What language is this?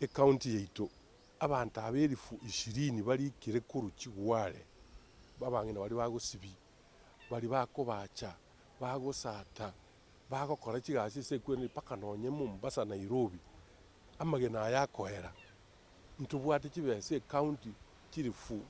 Gusii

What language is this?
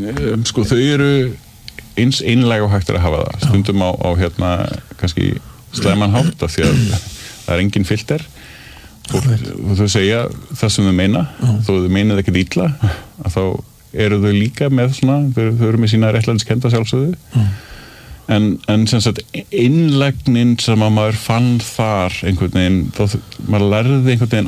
Icelandic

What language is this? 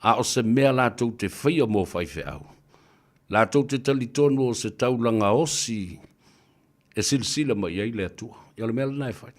Samoan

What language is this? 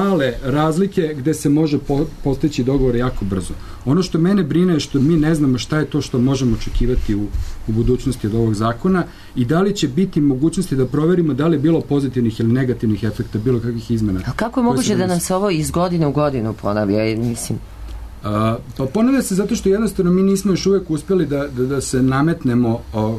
Serbian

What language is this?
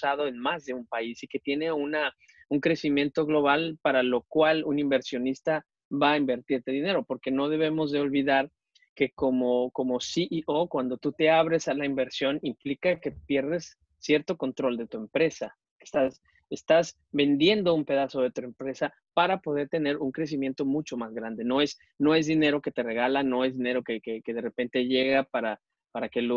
Spanish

